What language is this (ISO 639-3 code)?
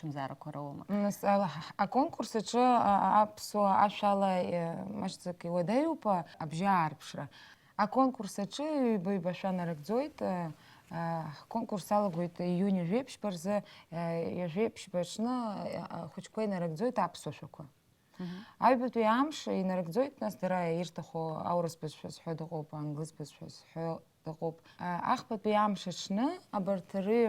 abk